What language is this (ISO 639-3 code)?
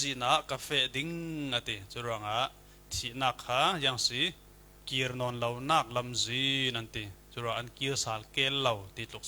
cfm